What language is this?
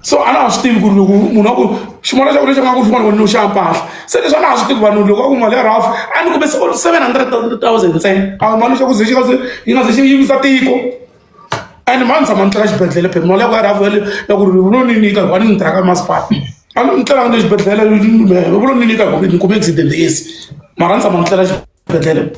Tsonga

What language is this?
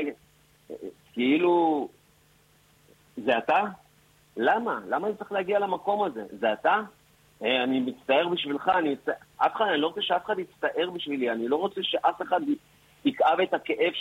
Hebrew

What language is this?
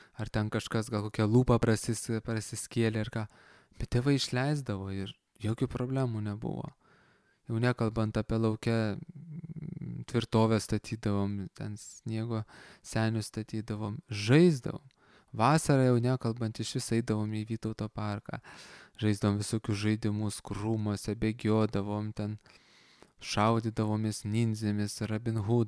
Lithuanian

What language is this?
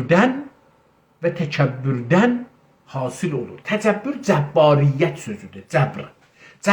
South Azerbaijani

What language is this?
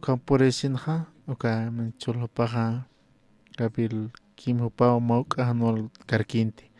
Aymara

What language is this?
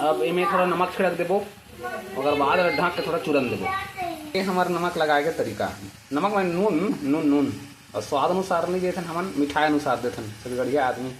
Chhattisgarhi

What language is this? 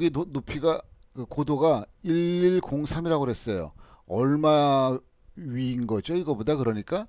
Korean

